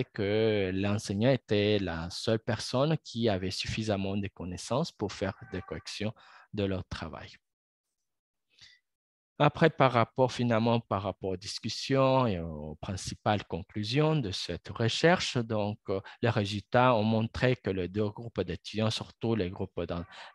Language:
French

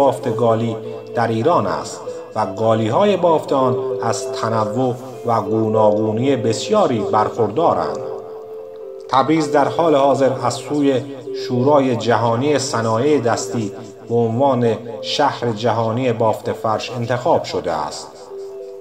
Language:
Persian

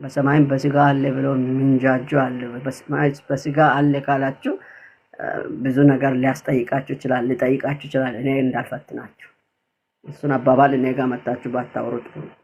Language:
Amharic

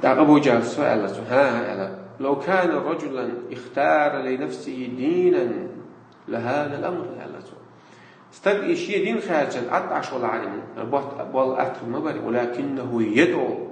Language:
Chechen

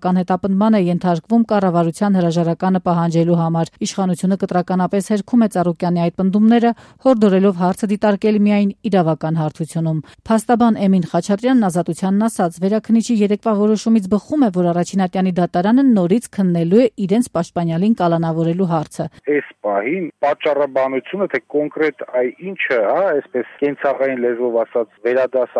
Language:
Armenian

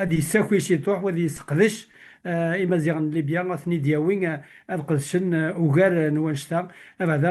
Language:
Kabyle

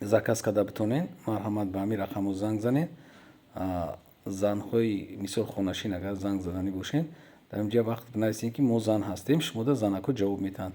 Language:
Tajik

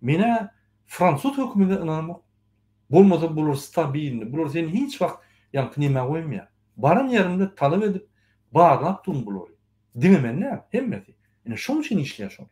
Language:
Turkmen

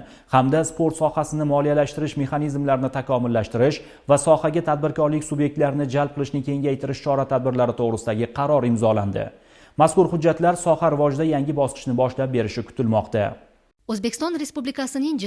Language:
Uzbek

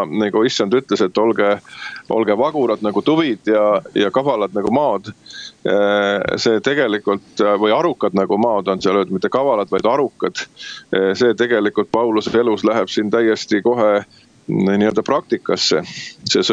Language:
Estonian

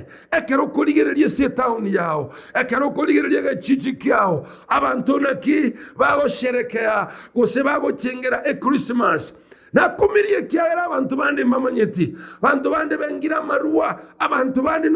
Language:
Gusii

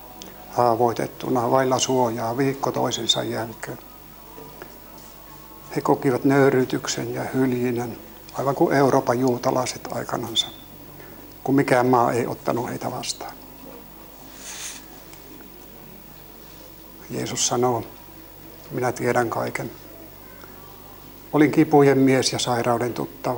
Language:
Finnish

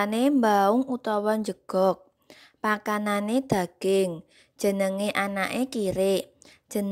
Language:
Javanese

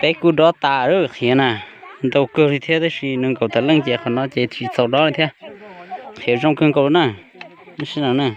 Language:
Hmong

